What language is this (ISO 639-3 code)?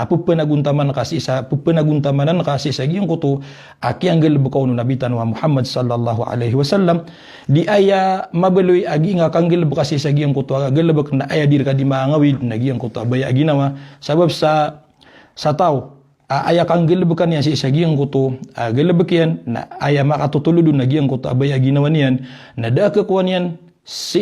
mrw